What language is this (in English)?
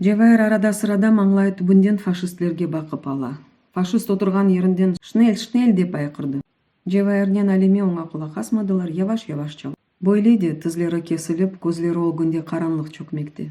Crimean Tatar